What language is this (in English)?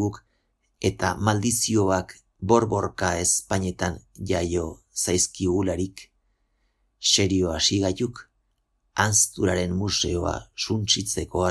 Basque